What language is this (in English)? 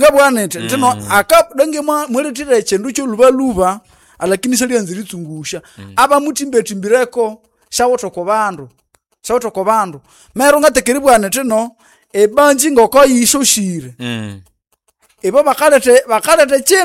Nande